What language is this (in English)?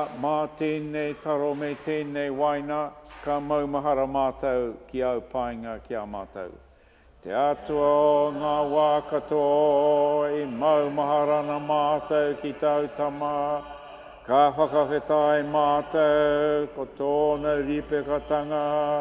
Māori